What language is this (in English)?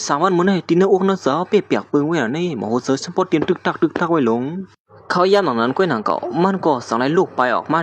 Shan